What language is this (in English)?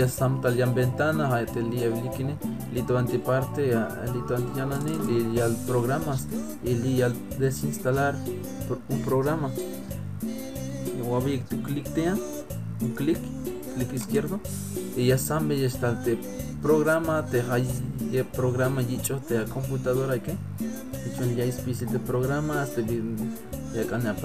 Tzeltal